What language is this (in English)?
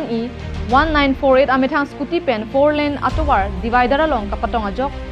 Karbi